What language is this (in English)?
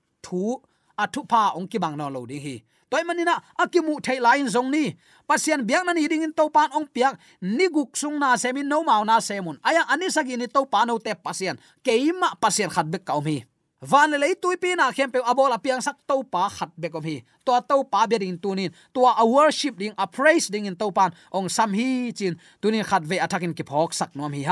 Tedim Chin